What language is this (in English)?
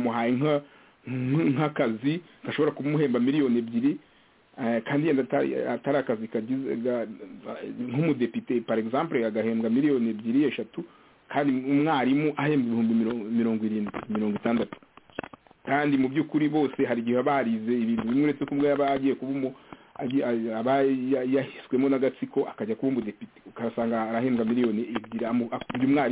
Kinyarwanda